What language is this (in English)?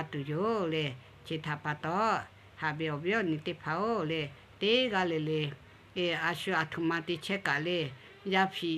Lahu